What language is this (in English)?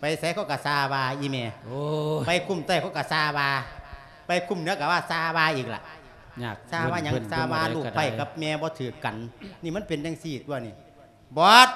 Lao